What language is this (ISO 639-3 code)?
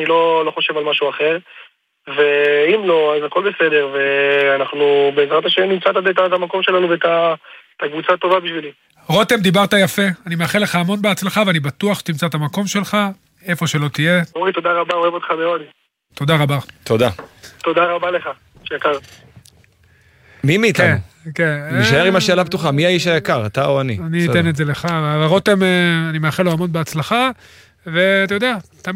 heb